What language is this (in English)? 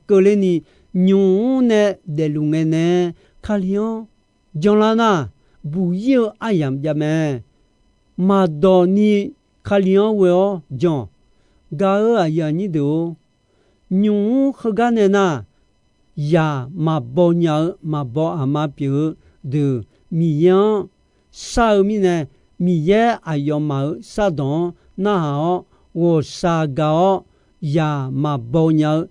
Akha